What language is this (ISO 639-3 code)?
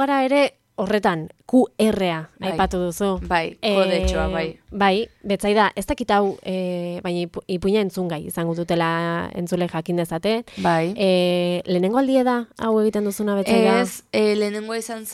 eus